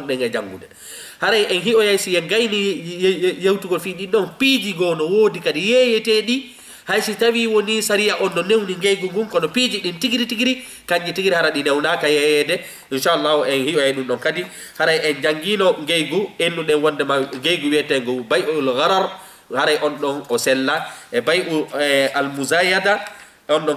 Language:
Fula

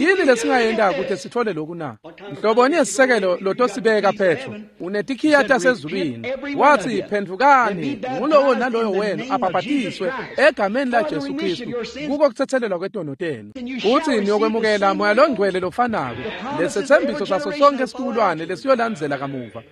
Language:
Swati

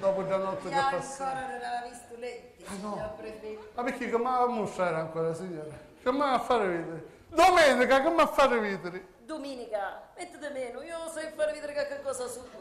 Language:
Sicilian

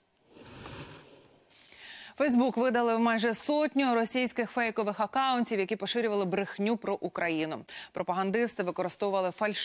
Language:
Ukrainian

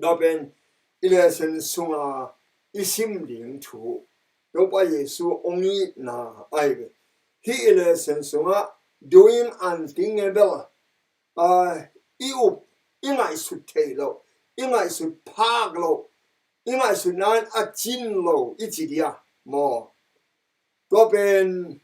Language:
Tedim Chin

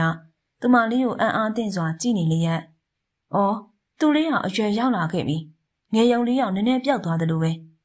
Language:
Burmese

